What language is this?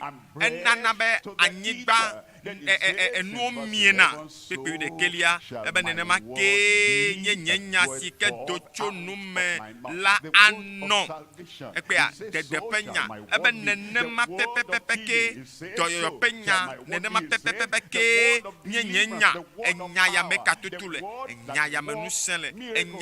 Ewe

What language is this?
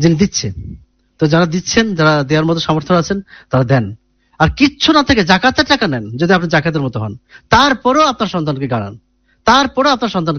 Bangla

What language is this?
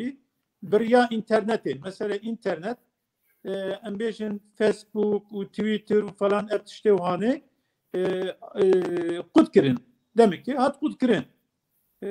Kurdish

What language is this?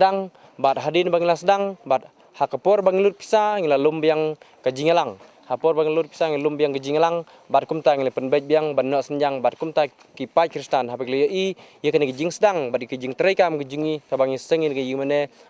Khasi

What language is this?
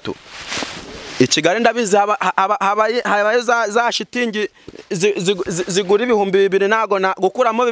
Kinyarwanda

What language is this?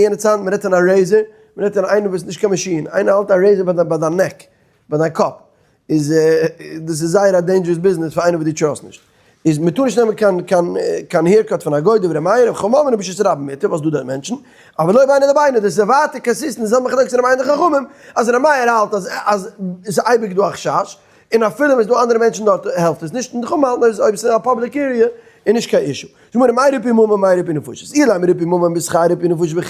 Yiddish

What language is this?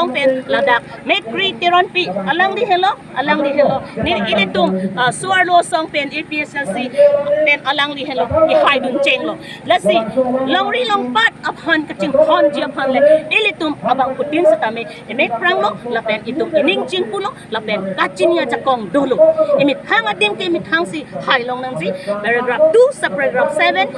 Karbi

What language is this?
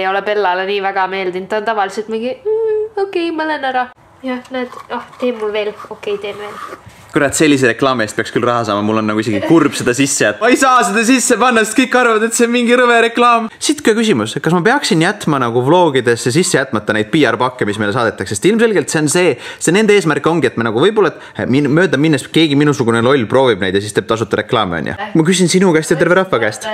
Estonian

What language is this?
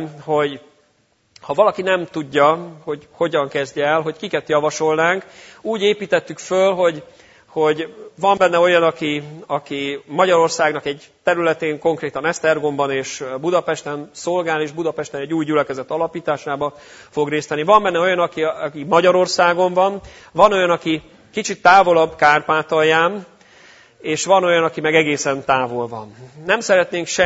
Hungarian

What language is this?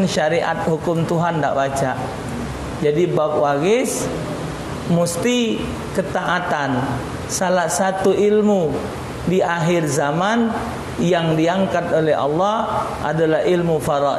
Musi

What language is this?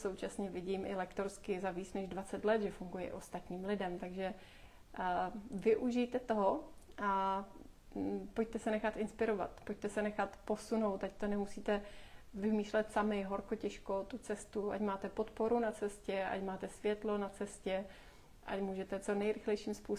Czech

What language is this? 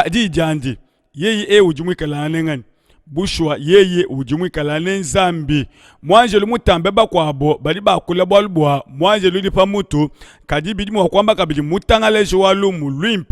Luba-Lulua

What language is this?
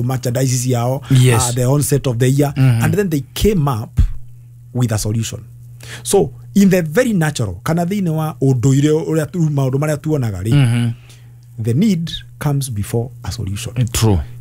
Kikuyu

